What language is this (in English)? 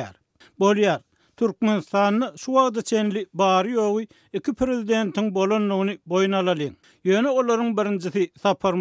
Turkmen